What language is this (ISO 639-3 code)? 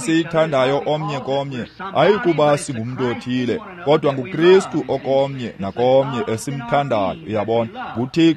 xho